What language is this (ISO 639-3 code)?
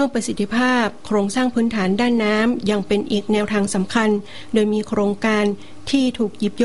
tha